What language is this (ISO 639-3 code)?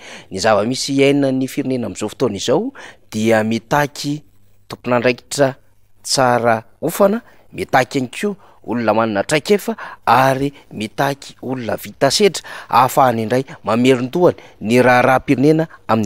mlg